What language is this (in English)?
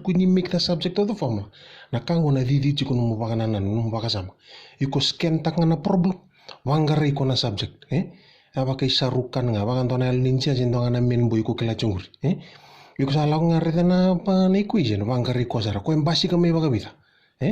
Fijian